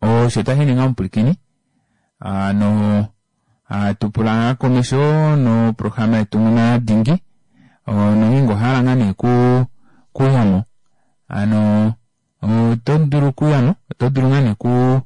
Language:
Kuanyama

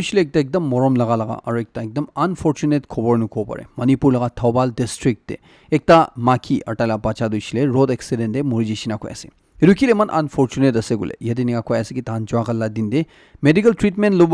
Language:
Naga Pidgin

